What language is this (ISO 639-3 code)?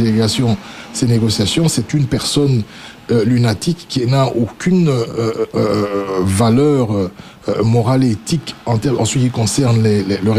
fra